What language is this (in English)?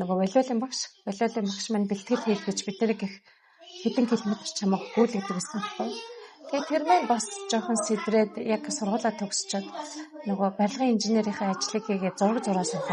Mongolian